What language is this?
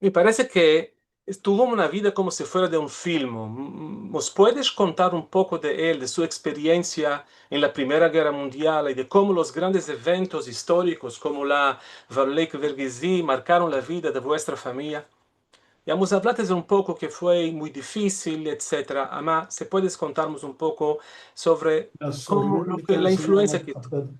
Ladino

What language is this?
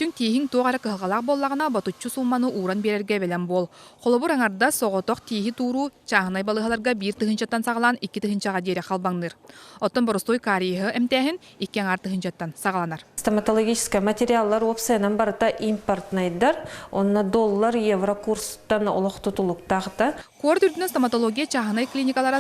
Yakut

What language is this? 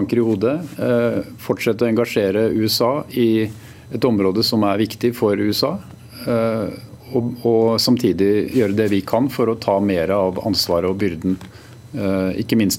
Swedish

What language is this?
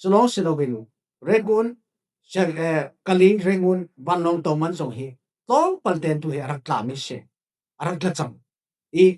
Falam Chin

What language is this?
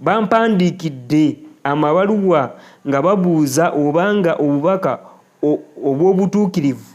Ganda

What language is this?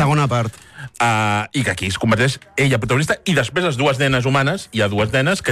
Catalan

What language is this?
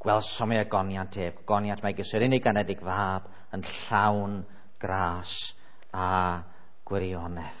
Welsh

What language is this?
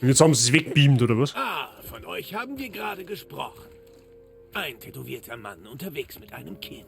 Bavarian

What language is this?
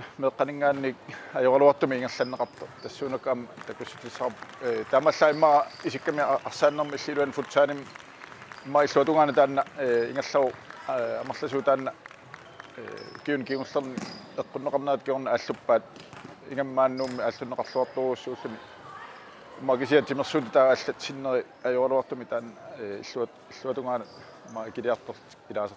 Kalaallisut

